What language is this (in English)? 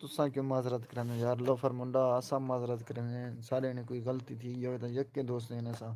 Saraiki